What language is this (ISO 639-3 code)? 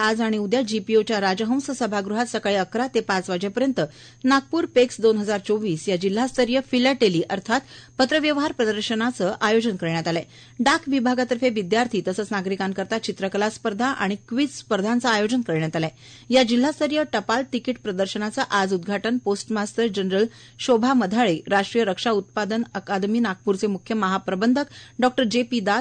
mar